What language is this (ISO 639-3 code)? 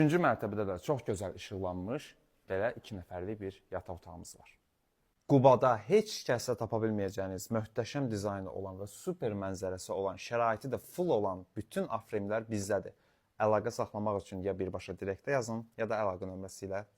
aze